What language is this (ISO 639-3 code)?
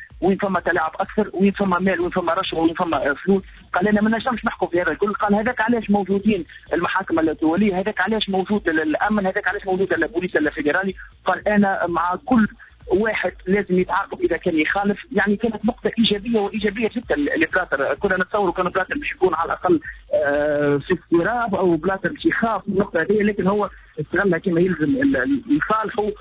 aeb